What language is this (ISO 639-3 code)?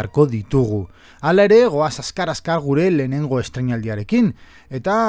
eus